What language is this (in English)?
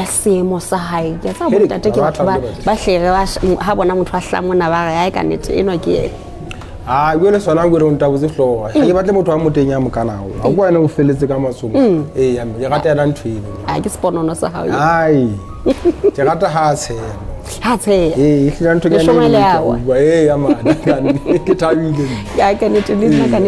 Southern Sotho